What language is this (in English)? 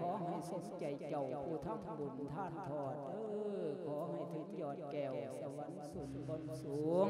Lao